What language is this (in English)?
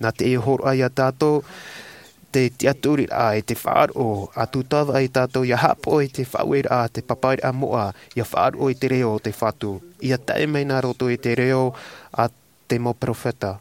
Tahitian